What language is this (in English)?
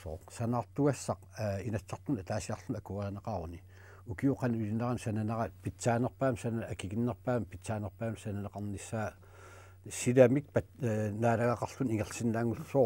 Kalaallisut